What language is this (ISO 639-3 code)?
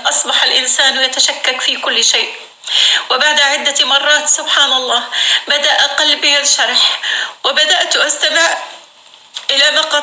apc